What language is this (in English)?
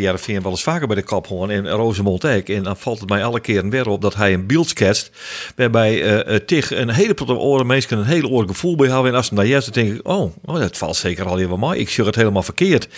Western Frisian